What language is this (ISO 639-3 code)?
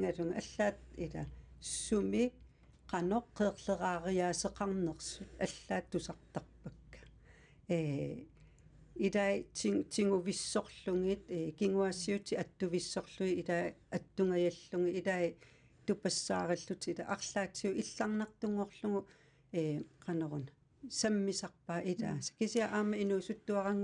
kal